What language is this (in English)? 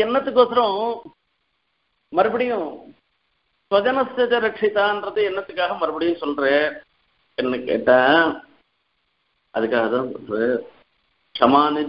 Tamil